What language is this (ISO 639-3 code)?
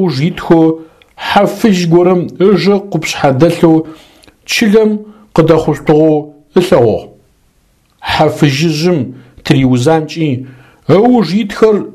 ady